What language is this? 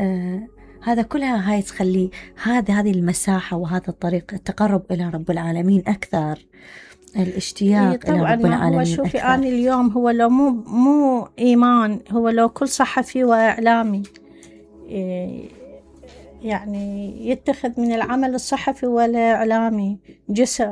Mesopotamian Arabic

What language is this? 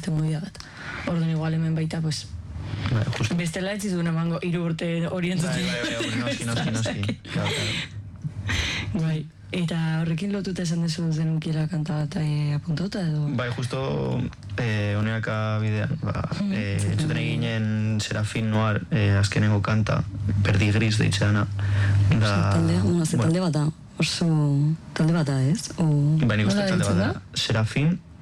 Basque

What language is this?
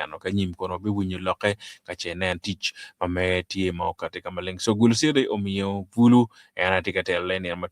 Acoli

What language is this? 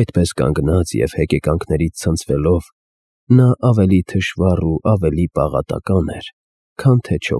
Armenian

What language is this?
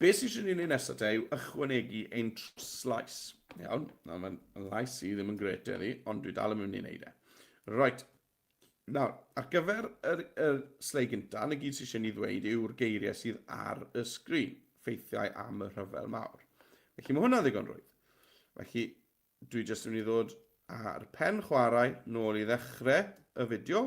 Welsh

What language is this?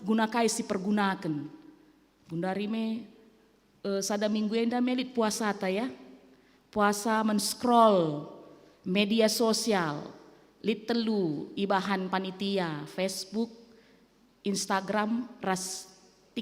Batak Karo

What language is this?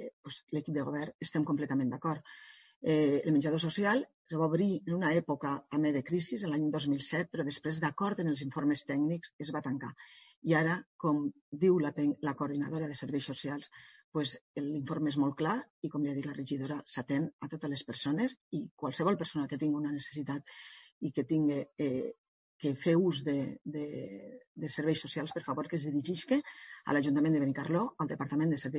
Catalan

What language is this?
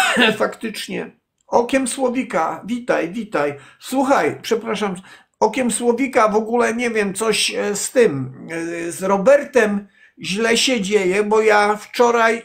Polish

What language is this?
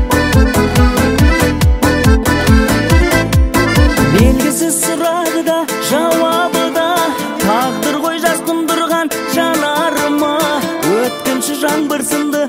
Kazakh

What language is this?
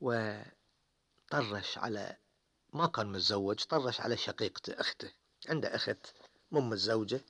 Gulf Arabic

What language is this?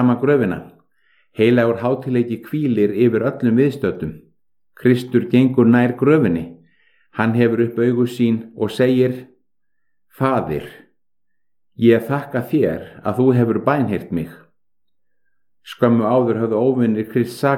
Icelandic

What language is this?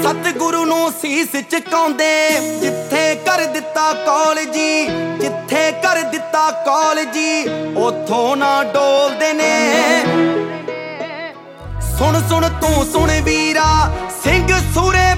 Punjabi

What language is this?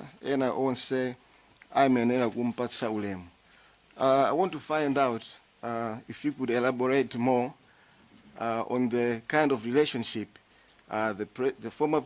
Nyanja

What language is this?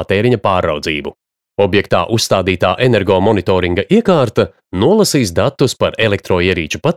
Latvian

